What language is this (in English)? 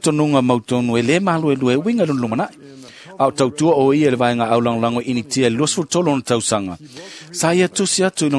Samoan